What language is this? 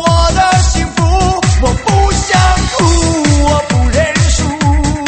Chinese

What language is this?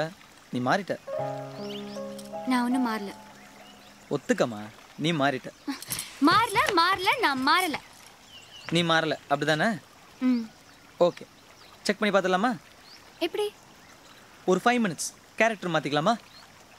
Tamil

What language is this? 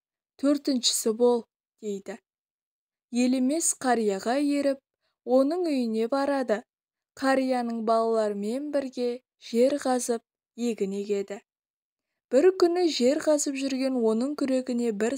Kazakh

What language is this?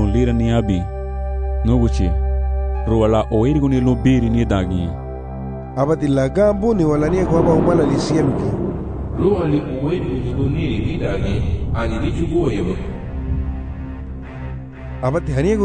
Garifuna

